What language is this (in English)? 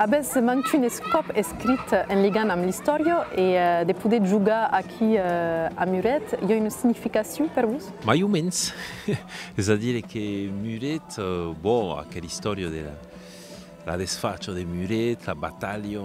Occitan